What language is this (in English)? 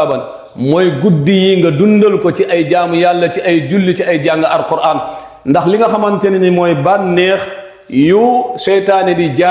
Wolof